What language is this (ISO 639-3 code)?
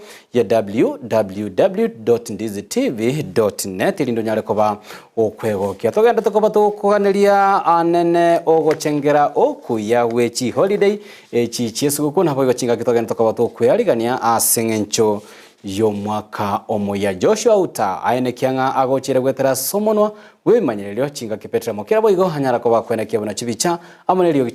guz